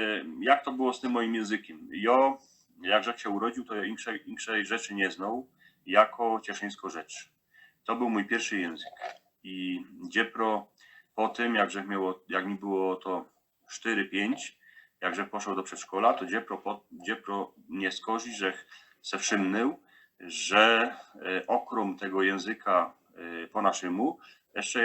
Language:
Silesian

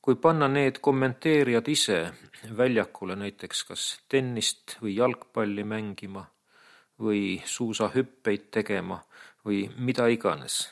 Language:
Estonian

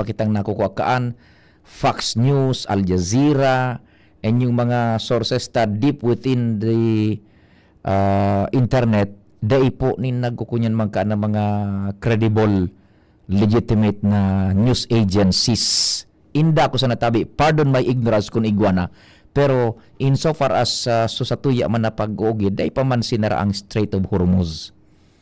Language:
Bikol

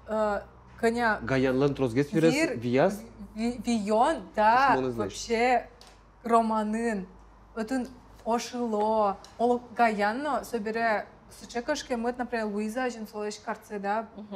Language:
Udmurt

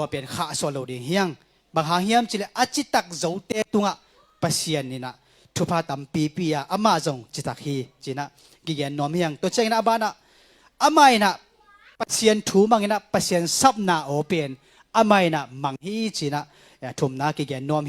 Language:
Tedim Chin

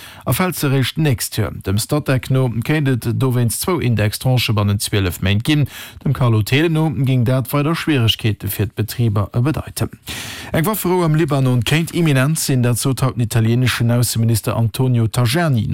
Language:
Luxembourgish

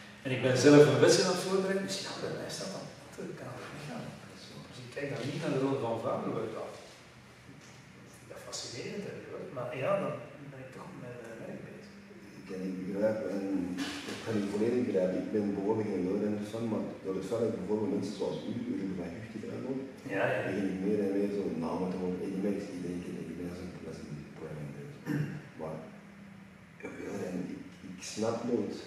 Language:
Dutch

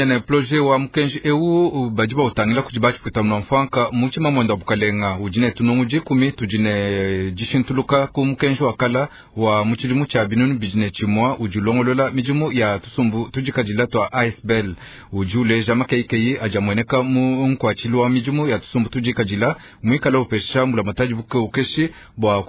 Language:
Luba-Lulua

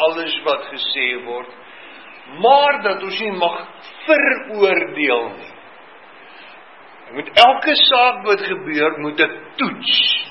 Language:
Afrikaans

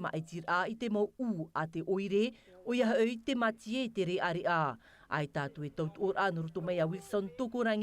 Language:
Tahitian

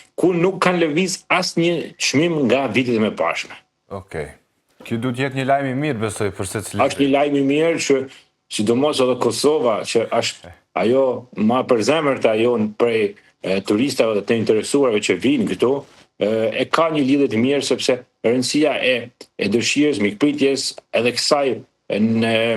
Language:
Albanian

